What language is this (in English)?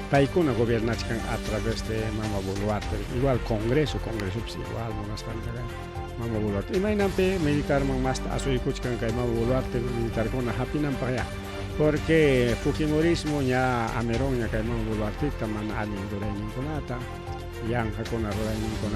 Ayacucho Quechua